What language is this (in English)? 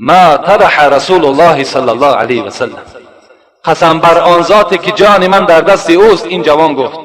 Tajik